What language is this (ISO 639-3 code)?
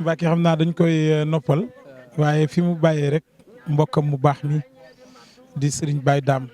wol